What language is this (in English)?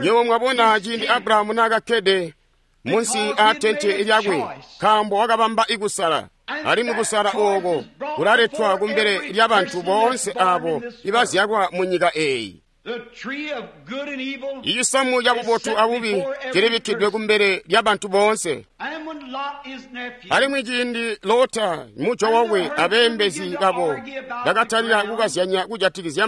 Tonga (Zambia)